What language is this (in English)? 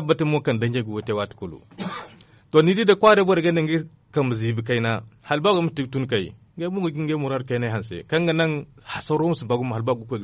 Zarma